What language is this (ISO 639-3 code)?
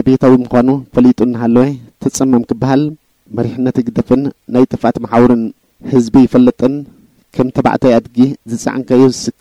tir